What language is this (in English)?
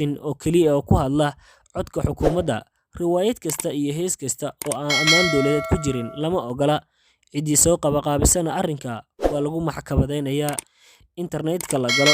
Somali